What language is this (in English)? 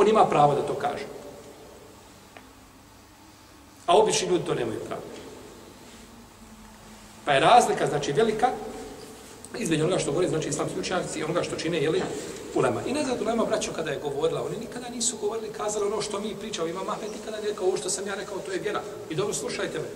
Bosnian